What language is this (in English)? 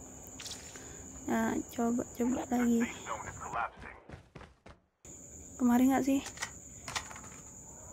Indonesian